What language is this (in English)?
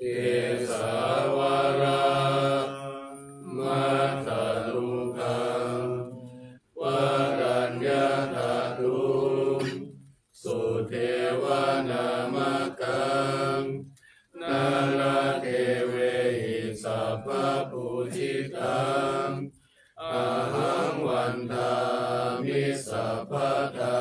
Pali